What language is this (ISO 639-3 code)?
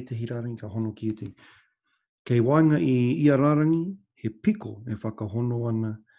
mri